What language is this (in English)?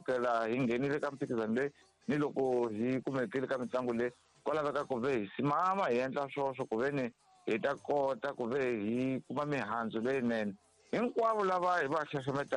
Tsonga